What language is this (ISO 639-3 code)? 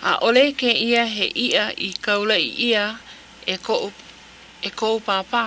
haw